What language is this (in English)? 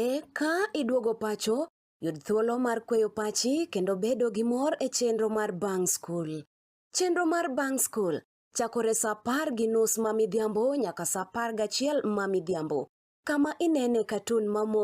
Luo (Kenya and Tanzania)